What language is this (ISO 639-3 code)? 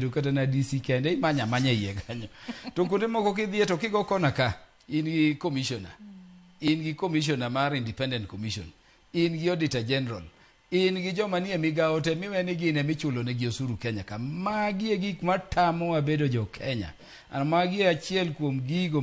luo